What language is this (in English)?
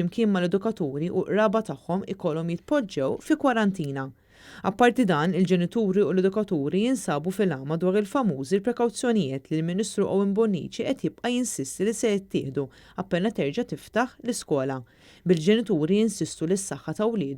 Maltese